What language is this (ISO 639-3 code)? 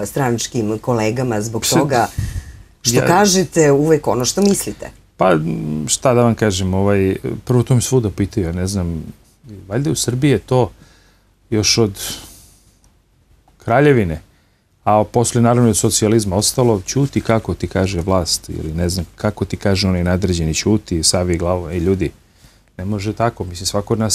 srp